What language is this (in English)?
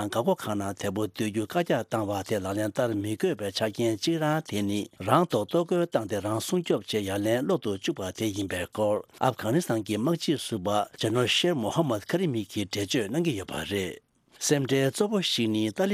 Tibetan